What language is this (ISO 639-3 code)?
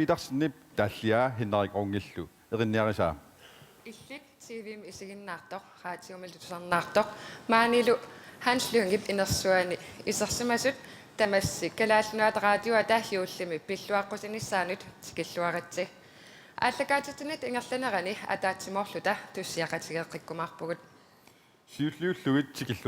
kal